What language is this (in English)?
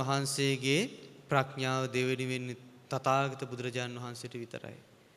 Sinhala